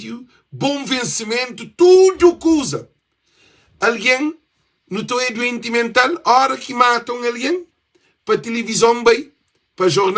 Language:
Kabuverdianu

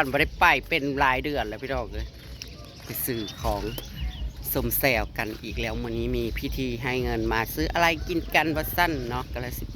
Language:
Northeastern Thai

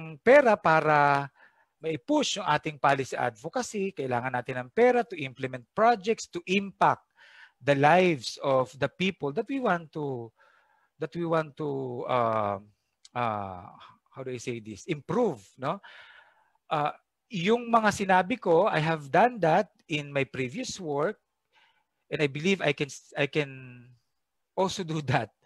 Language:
Filipino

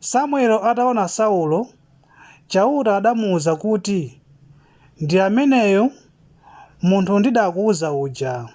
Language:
Nyanja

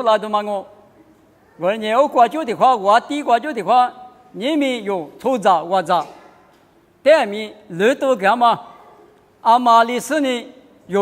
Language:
Lisu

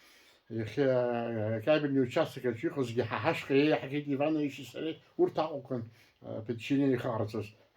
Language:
Abkhazian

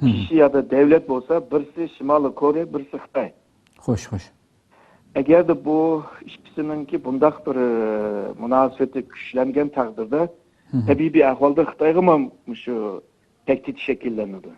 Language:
Uyghur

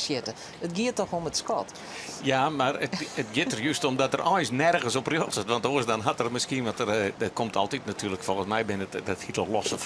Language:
Western Frisian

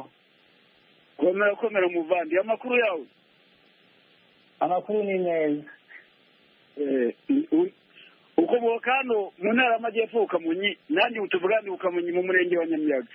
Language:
Kinyarwanda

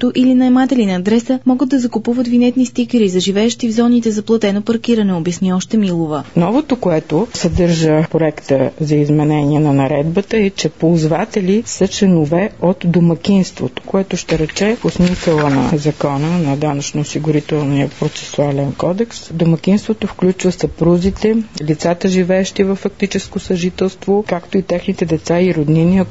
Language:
Bulgarian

